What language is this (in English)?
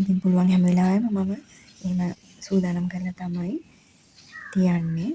Sinhala